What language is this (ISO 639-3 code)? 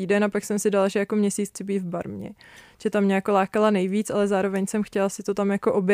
ces